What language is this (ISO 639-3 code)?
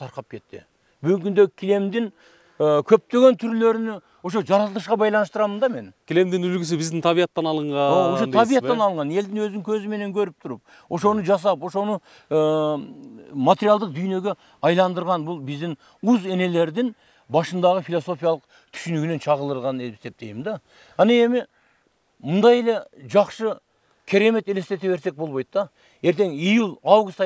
kir